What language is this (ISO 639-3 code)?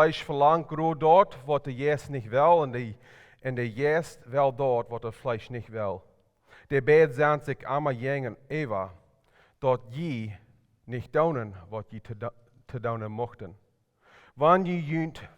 pdt